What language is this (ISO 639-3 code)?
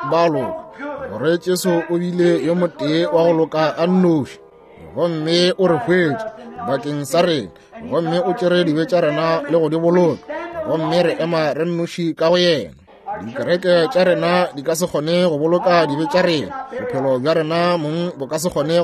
nso